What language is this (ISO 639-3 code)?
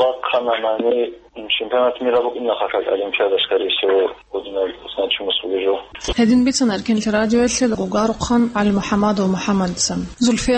ava